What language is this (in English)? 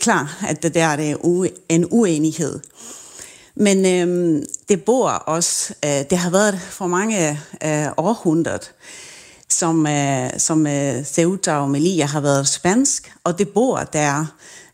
Danish